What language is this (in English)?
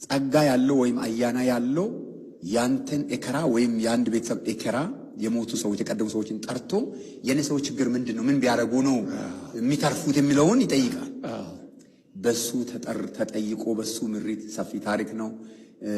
Amharic